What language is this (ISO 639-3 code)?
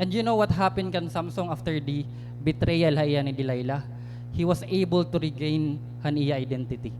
war